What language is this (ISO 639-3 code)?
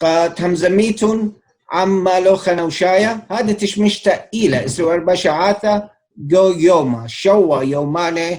aii